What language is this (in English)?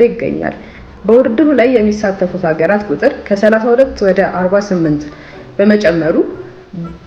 Amharic